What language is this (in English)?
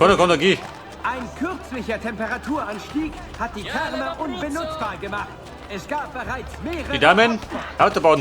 Bavarian